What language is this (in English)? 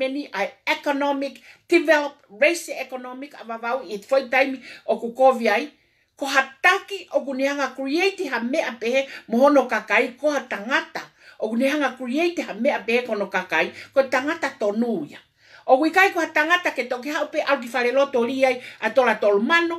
Tongan